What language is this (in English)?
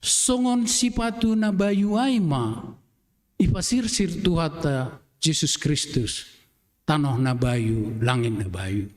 Batak Simalungun